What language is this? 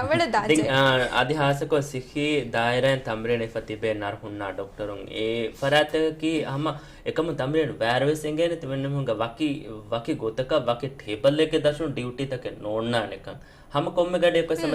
Divehi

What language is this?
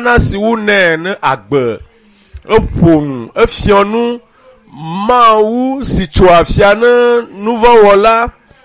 Ewe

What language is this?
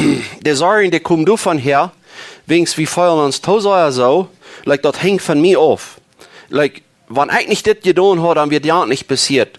Plautdietsch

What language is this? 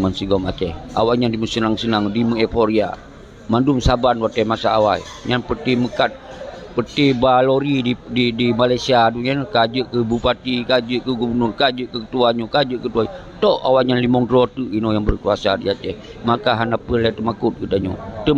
Achinese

